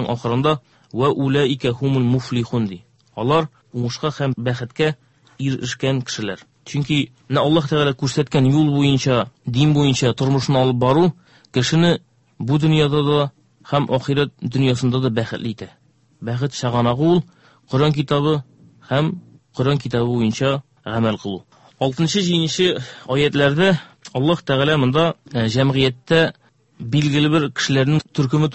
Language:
Tatar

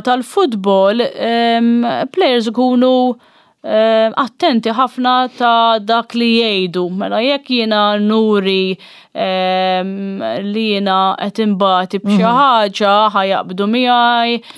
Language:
Maltese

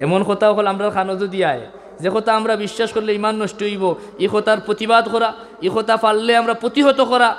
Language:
Sylheti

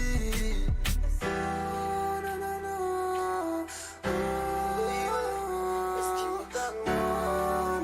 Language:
Morisyen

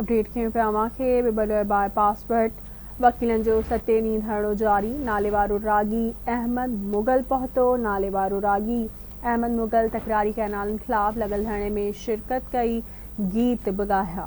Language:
Sindhi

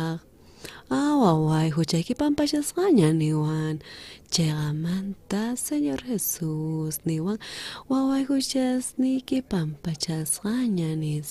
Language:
South Bolivian Quechua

